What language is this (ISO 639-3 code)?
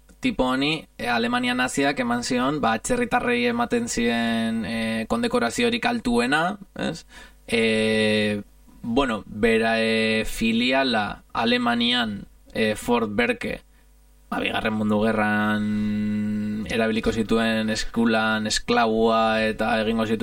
eus